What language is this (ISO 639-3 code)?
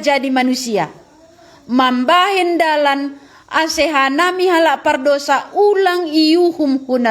bts